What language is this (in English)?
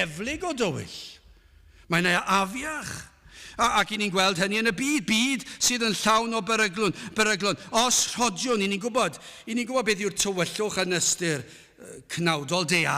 Welsh